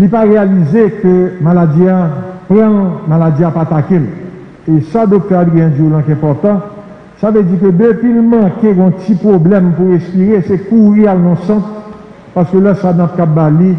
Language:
Haitian Creole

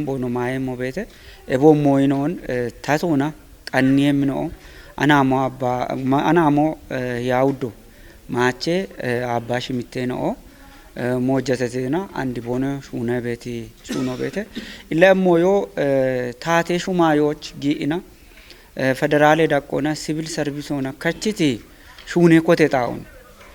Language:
Kafa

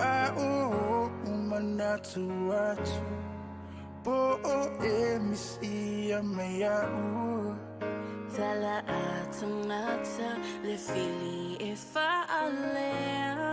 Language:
Samoan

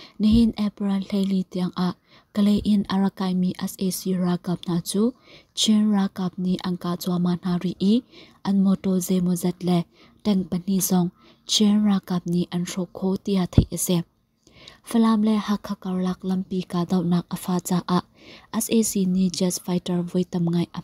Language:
Hakha Chin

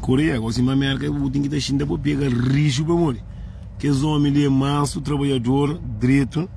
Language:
Kabuverdianu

